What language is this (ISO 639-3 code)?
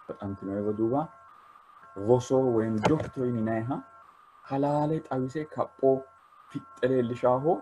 sid